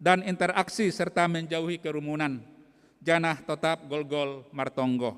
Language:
Batak Simalungun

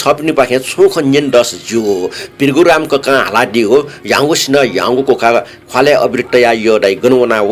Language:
Newari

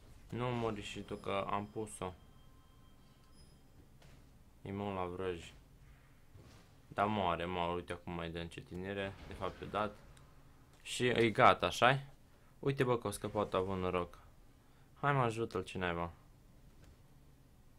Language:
Romanian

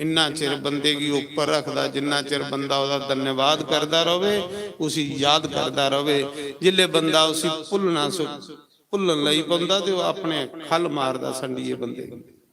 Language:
Dogri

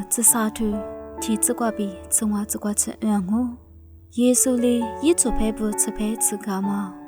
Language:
Lisu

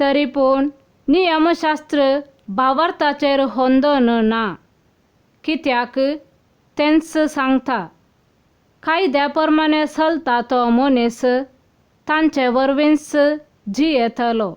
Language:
Konkani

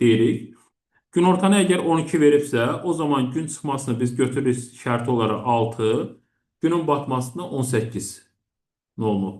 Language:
Azerbaijani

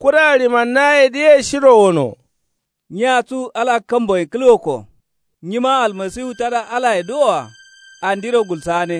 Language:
Kanuri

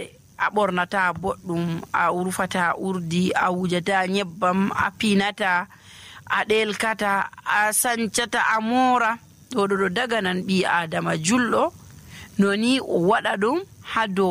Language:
Nigerian Fulfulde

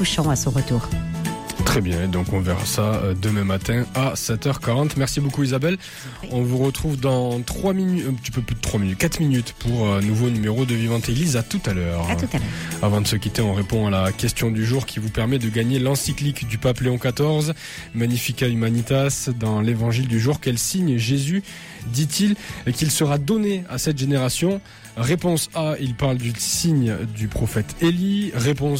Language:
French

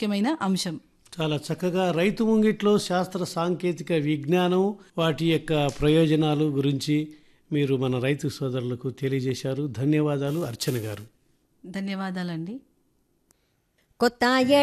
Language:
Telugu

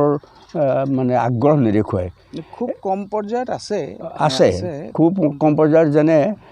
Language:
Assamese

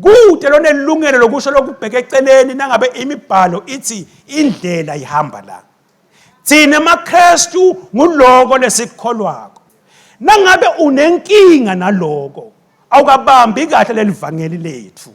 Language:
Swati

